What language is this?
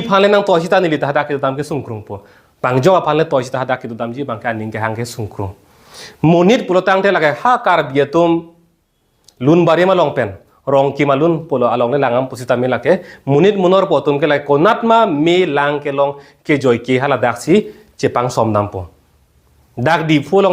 Karbi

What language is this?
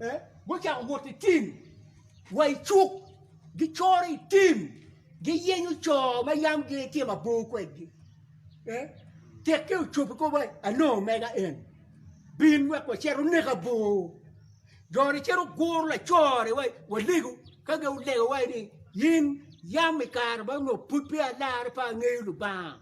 Acoli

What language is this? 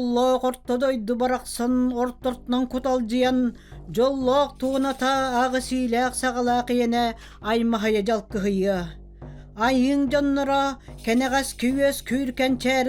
Yakut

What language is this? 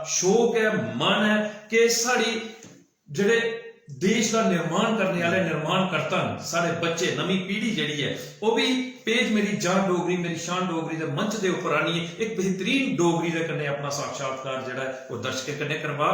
Dogri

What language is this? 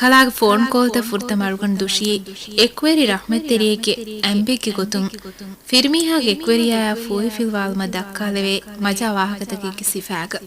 Divehi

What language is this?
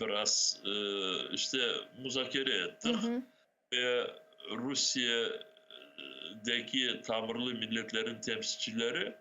Crimean Tatar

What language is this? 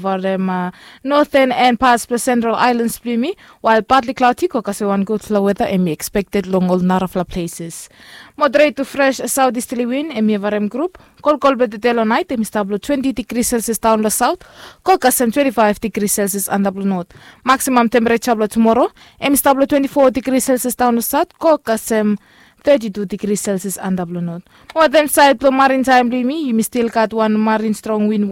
Bislama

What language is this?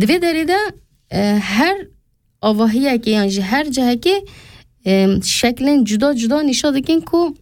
Kurdish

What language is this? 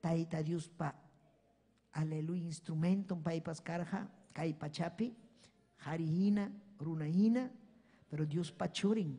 Ayacucho Quechua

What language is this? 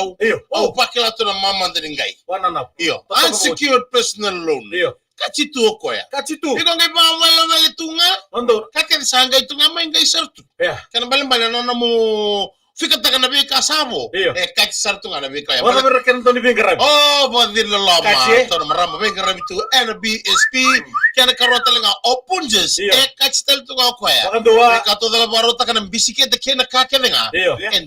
Fijian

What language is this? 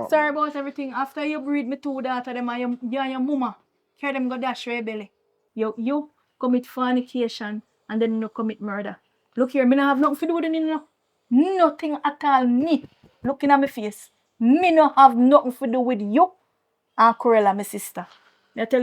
Jamaican Creole English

